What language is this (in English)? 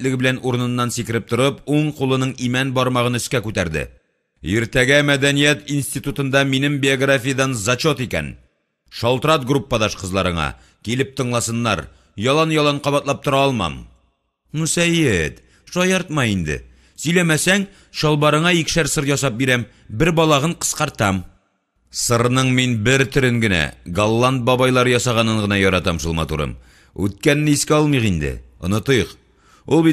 Tatar